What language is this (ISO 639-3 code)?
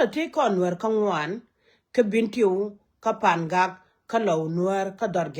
nus